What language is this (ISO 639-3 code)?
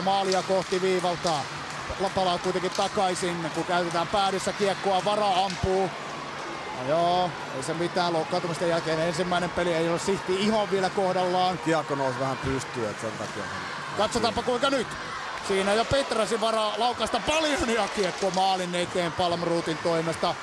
fin